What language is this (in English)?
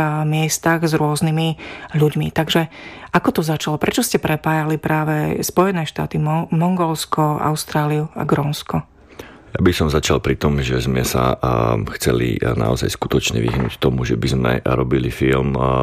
Slovak